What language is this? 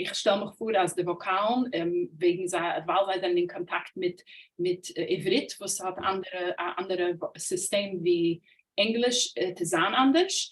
Yiddish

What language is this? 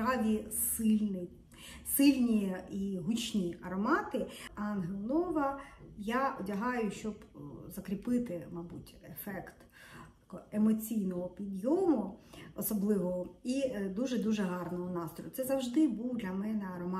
Ukrainian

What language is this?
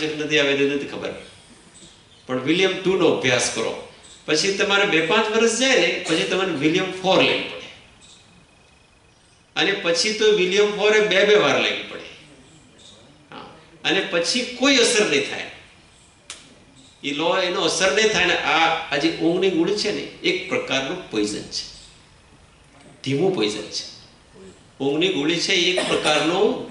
Gujarati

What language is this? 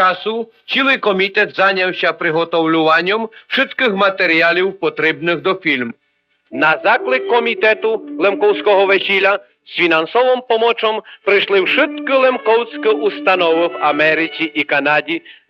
Rusyn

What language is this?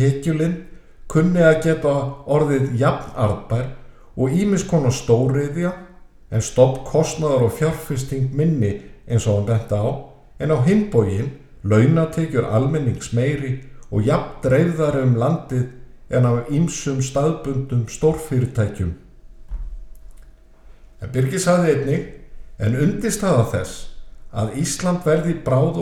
Icelandic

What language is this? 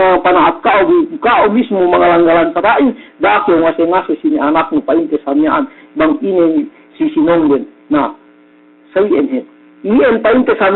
Yakan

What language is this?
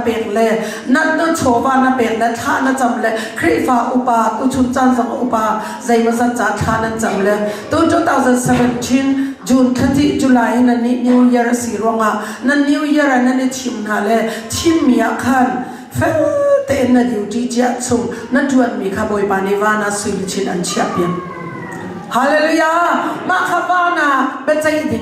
Hakha Chin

